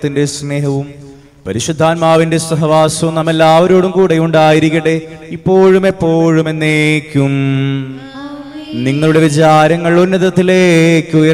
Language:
Malayalam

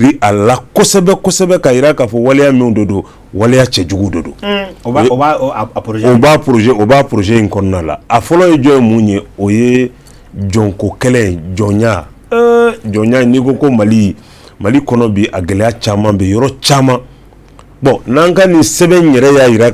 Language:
Bambara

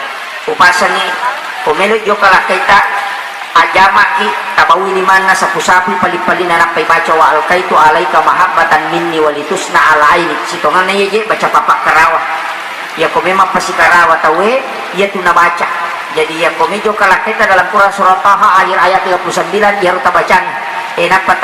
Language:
Buginese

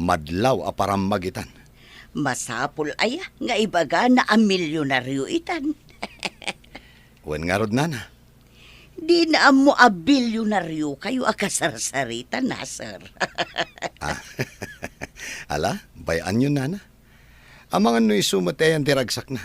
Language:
Iloko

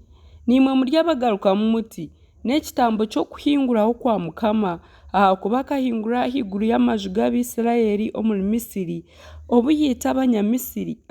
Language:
Nyankole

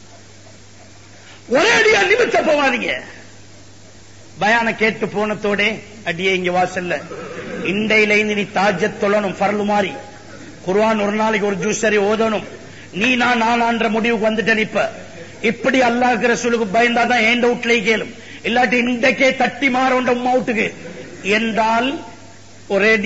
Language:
Tamil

